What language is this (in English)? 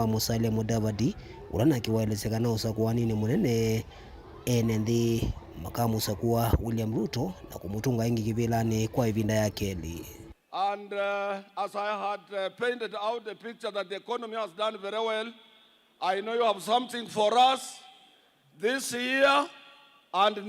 Kamba